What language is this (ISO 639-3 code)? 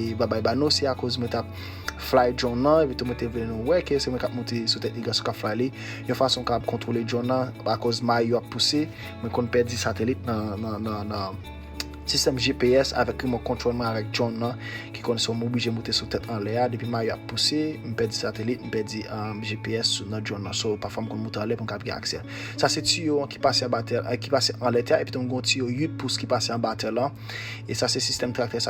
hat